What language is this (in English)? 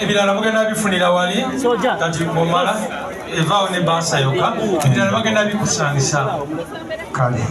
Ganda